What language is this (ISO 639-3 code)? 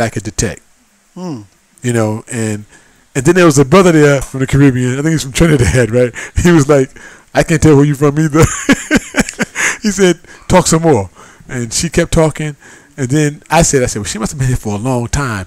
eng